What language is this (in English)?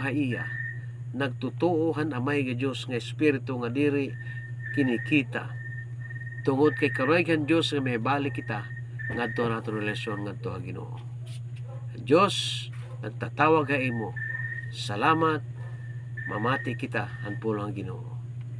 Waray